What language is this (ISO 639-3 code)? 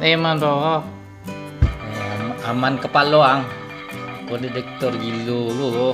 min